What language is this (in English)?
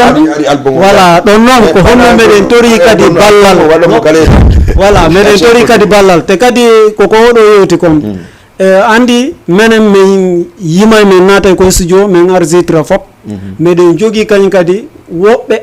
Fula